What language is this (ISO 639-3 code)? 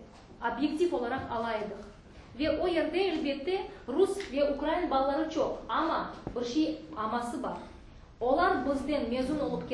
crh